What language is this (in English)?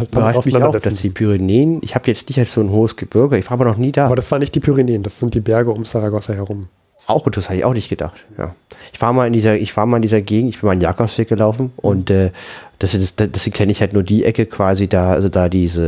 German